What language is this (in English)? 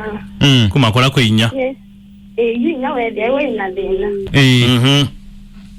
Kamba